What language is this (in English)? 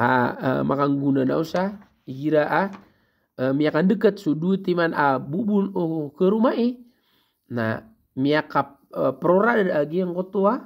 Maranao